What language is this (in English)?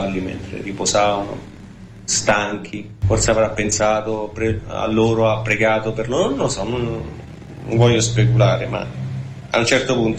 Italian